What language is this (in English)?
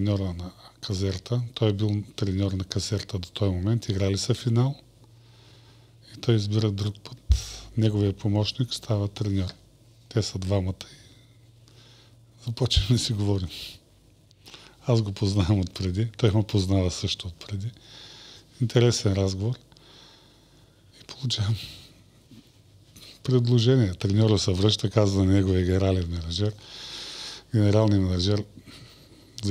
Bulgarian